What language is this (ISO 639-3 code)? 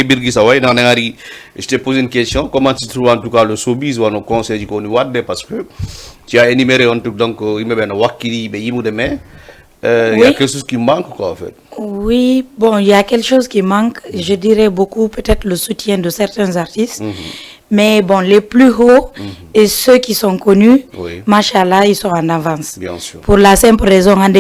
ful